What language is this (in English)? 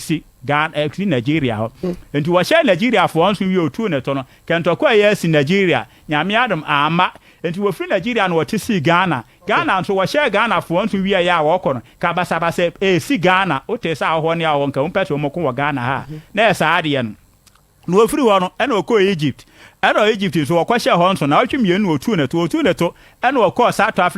Akan